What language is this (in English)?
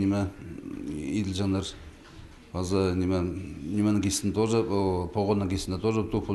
Khakas